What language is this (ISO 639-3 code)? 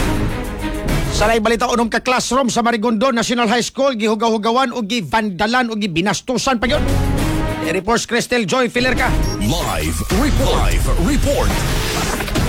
ceb